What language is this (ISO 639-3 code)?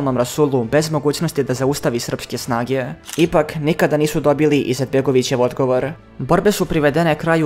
srp